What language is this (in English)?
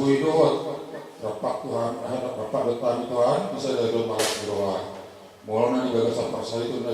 Batak Toba